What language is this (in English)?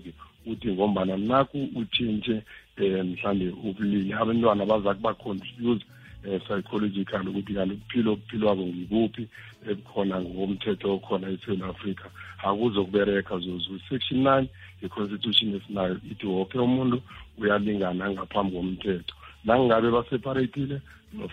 South Ndebele